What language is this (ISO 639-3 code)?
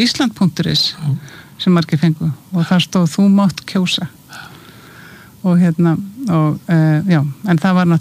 isl